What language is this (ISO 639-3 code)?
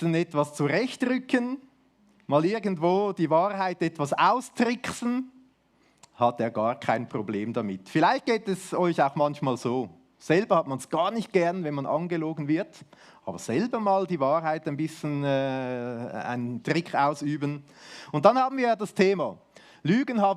gsw